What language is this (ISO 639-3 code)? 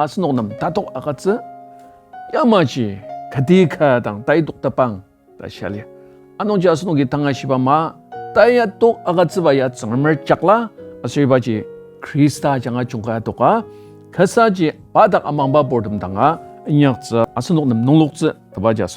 njo